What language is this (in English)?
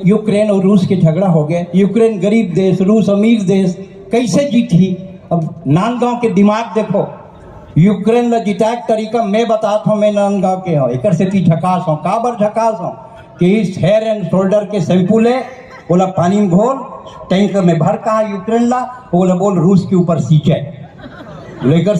Chhattisgarhi